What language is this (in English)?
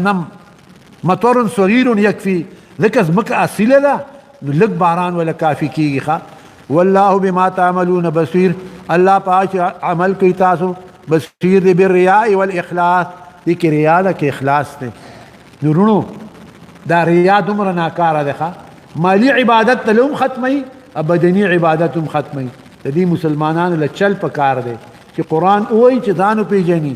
Pashto